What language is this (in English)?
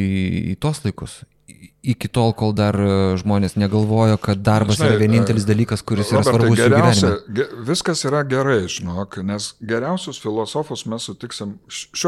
Lithuanian